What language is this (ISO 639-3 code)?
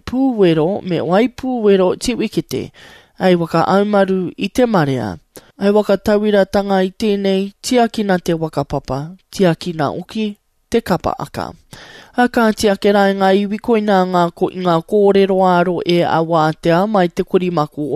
mri